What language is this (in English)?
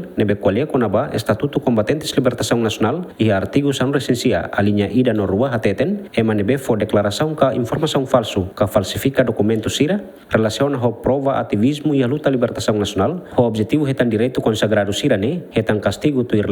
Tetum